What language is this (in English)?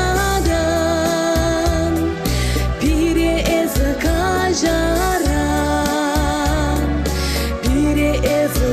Chuvash